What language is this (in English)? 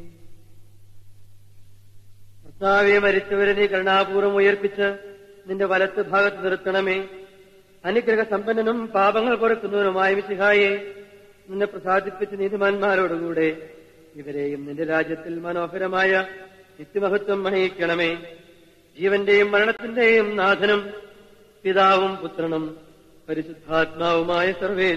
Malayalam